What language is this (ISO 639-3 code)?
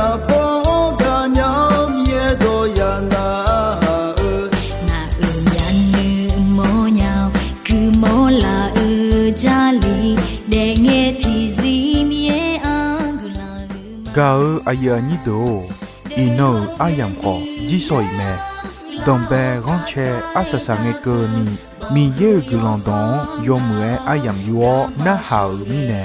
ahk